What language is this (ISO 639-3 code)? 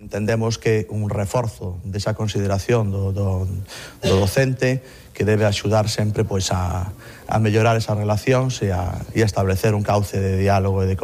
glg